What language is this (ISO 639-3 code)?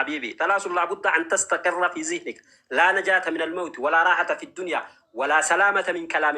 orm